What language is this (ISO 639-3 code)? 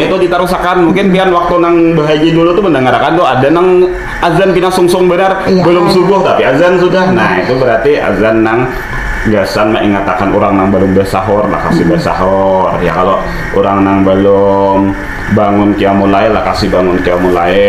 bjn